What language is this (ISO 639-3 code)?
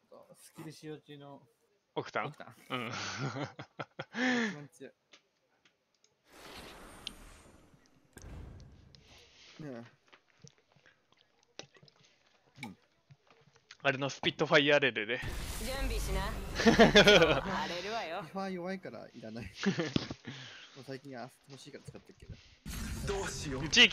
jpn